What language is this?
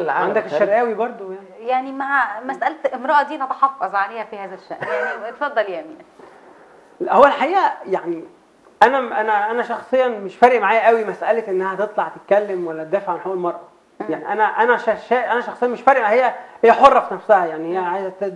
Egyptian Arabic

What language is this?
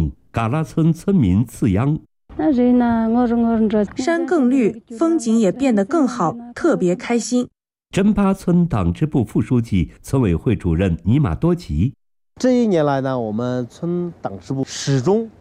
Chinese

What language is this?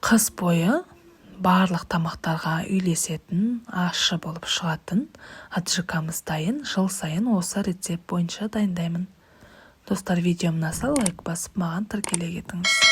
Kazakh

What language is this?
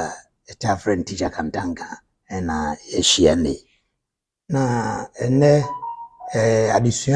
Akan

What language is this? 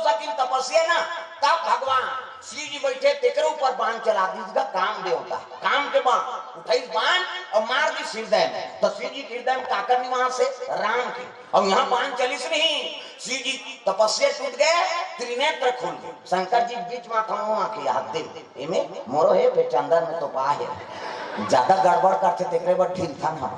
Chhattisgarhi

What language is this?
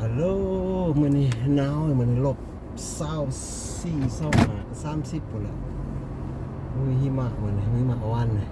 Lao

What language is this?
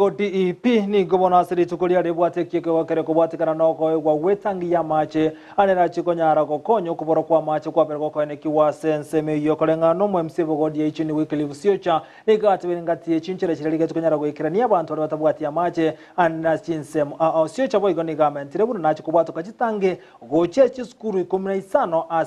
Gusii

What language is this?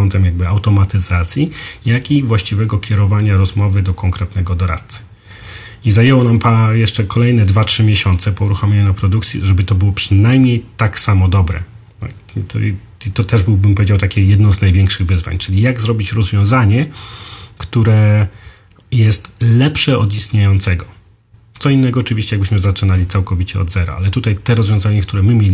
Polish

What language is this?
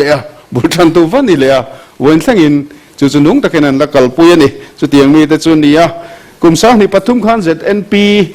Mizo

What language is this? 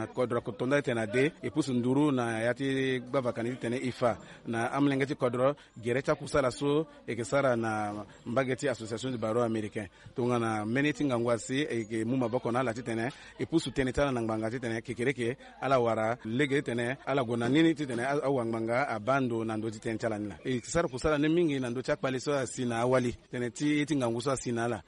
Sango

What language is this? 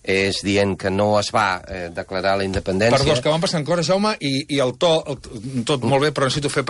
Catalan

